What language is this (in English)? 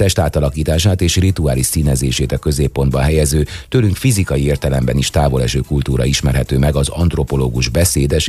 Hungarian